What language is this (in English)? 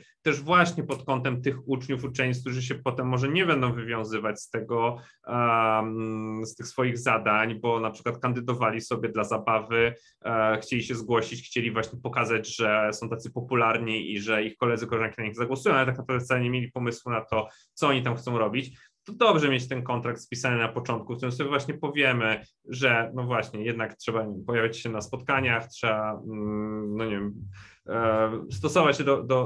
Polish